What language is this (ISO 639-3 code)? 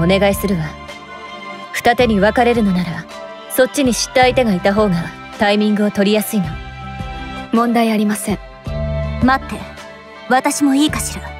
jpn